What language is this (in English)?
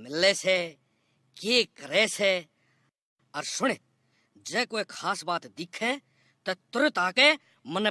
Haryanvi